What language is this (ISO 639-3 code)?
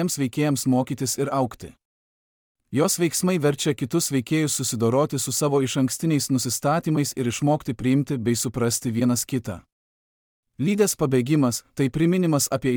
lit